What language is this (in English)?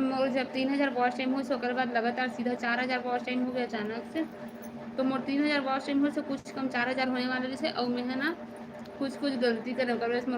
Chhattisgarhi